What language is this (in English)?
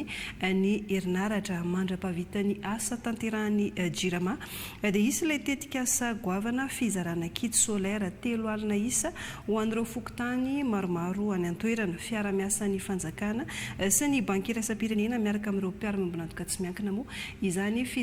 Malagasy